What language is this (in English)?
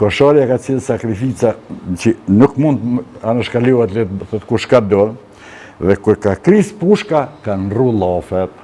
Albanian